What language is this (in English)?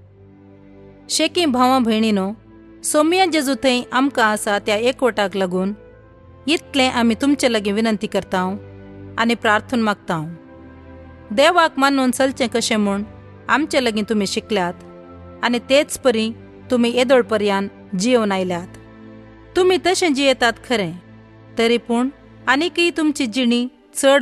Konkani